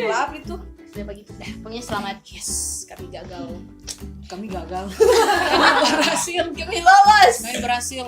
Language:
Manado Malay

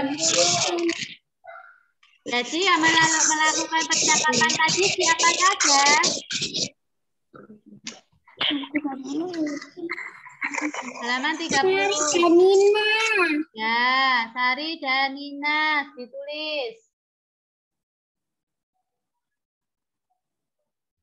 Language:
Indonesian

